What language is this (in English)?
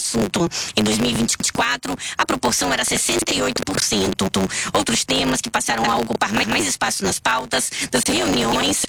Portuguese